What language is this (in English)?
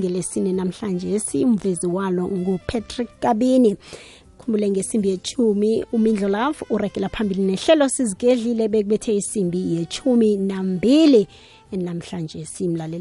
South Ndebele